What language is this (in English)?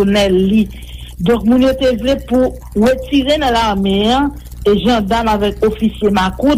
Haitian Creole